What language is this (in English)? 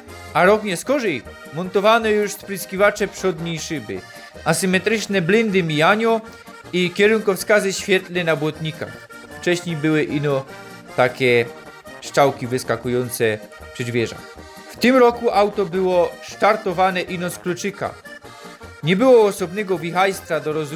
Silesian